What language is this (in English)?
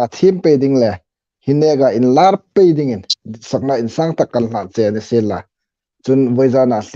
Hmar